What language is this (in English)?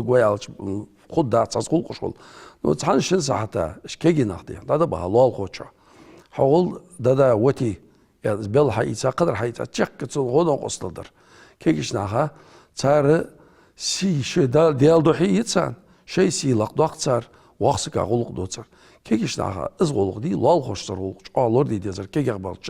Ingush